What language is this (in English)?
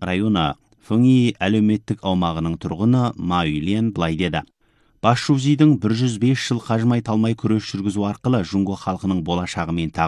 Kazakh